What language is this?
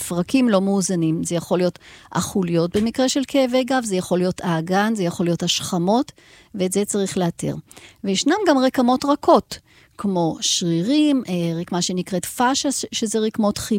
Hebrew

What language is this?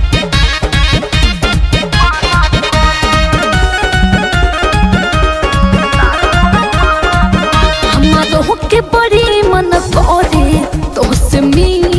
Bhojpuri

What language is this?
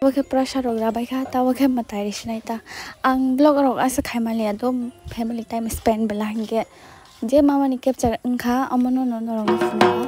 Kok Borok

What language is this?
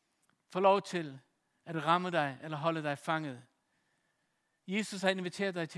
Danish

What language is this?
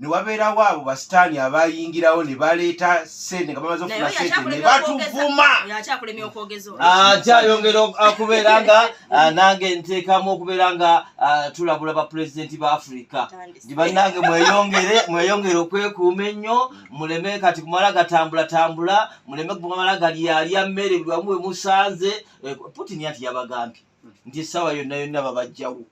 Ganda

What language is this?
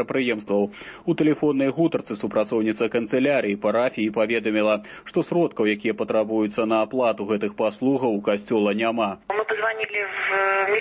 Belarusian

